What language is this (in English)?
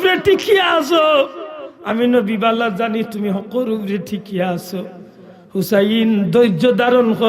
Sylheti